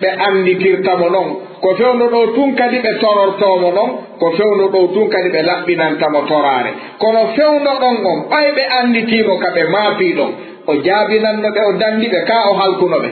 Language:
Fula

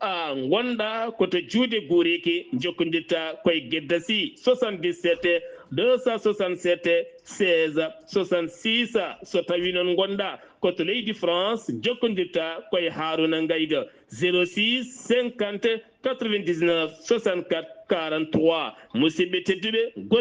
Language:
Fula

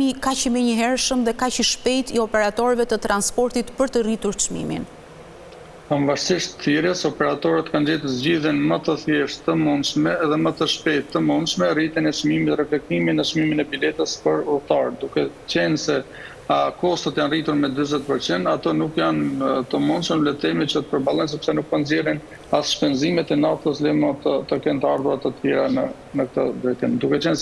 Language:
Albanian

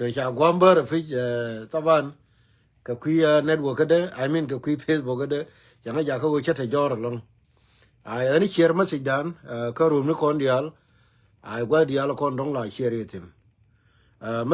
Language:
Nuer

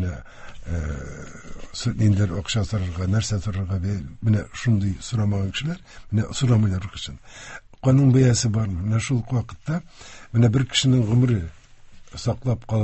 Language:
Tatar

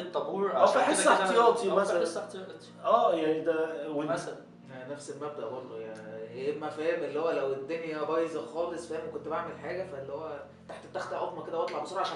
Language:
Egyptian Arabic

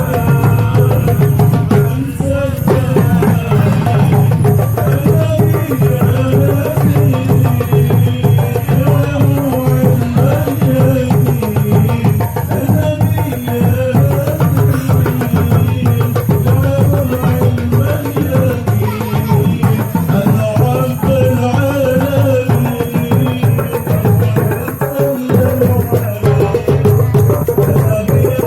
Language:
Betawi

